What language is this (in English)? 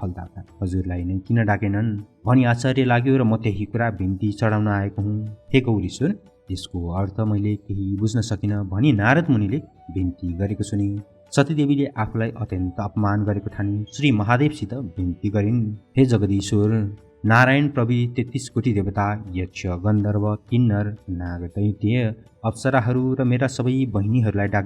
Nepali